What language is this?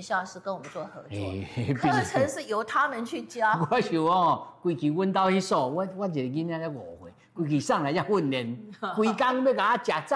Min Nan Chinese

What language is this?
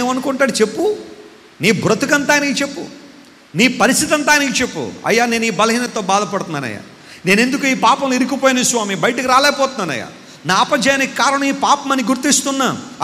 Telugu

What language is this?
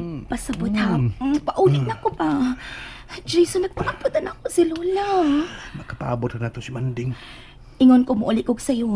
Cebuano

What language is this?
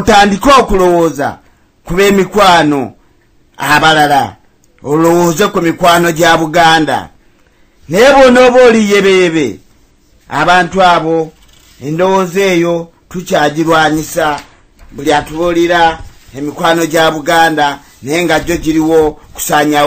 Ganda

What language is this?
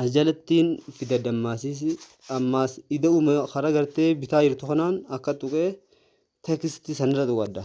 Oromo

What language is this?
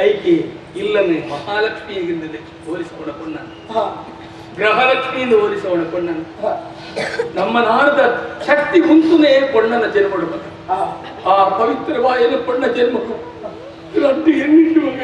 Tulu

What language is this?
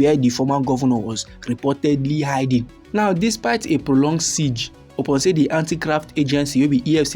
Nigerian Pidgin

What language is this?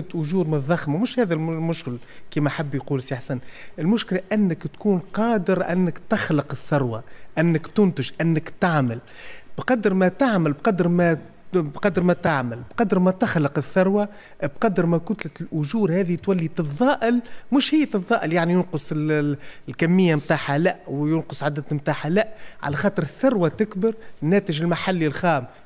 Tunisian Arabic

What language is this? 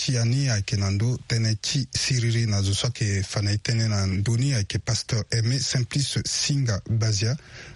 Sango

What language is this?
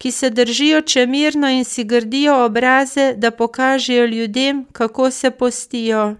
Slovenian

